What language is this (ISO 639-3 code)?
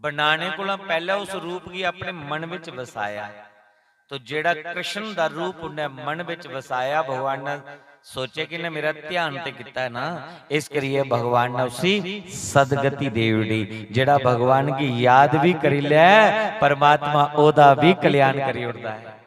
doi